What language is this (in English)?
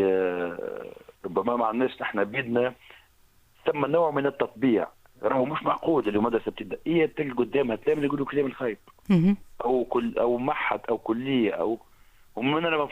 Tunisian Arabic